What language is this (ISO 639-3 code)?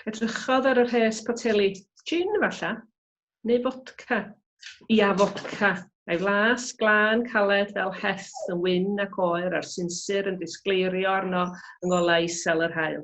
cym